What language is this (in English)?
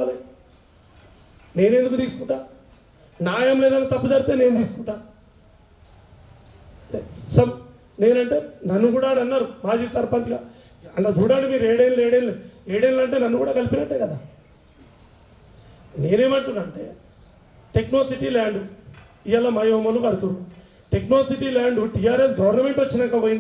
Telugu